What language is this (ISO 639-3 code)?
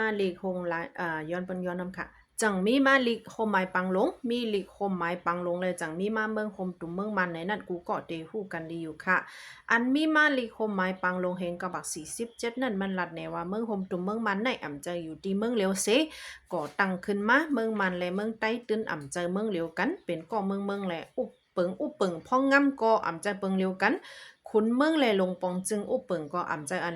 shn